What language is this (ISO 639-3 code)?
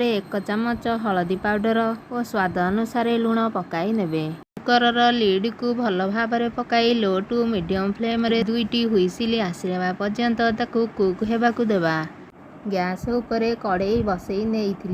ori